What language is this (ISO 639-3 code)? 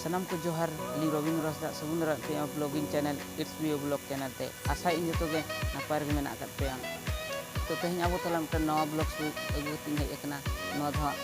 sat